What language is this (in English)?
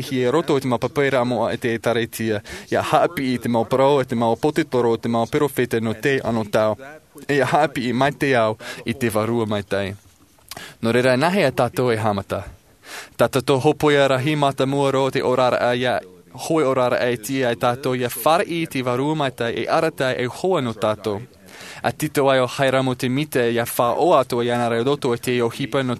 Tahitian